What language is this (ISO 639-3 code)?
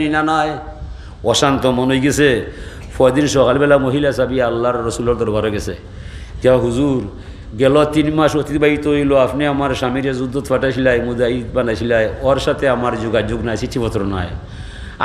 syl